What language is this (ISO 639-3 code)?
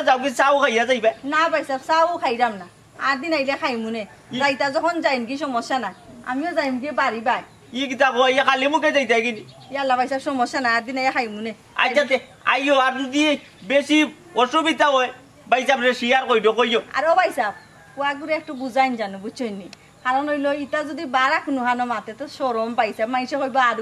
syl